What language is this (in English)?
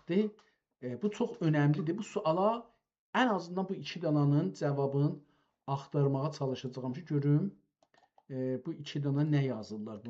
South Azerbaijani